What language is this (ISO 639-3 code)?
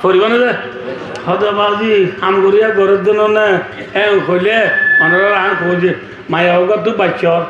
rhg